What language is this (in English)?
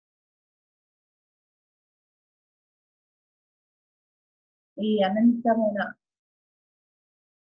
Telugu